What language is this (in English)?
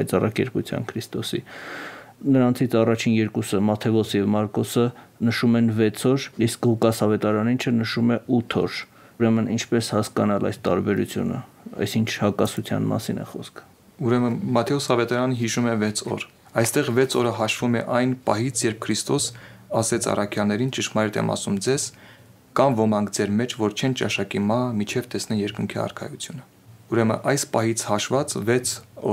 Armenian